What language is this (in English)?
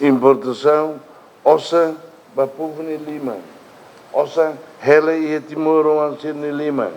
Tetum